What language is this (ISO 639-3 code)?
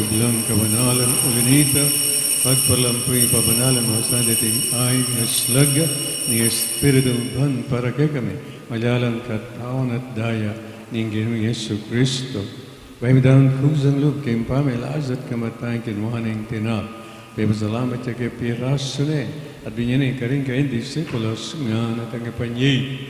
pam